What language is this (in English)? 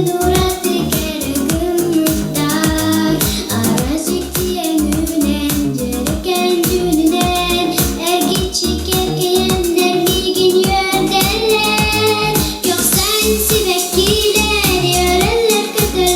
Yakut